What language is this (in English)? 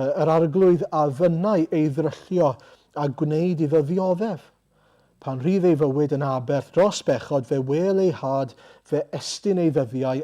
Welsh